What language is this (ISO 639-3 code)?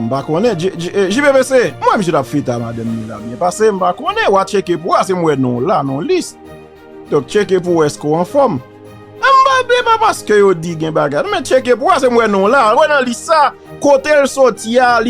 hat